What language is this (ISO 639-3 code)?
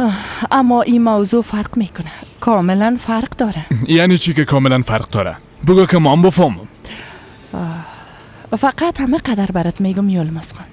fas